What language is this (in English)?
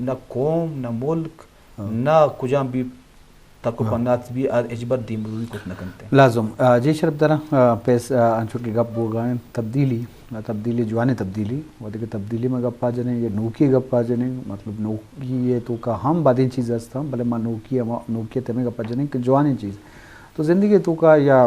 Eastern Balochi